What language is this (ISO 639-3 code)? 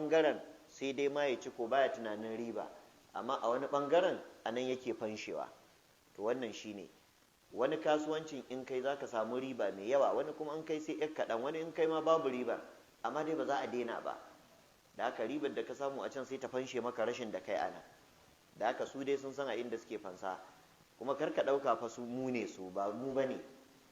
hau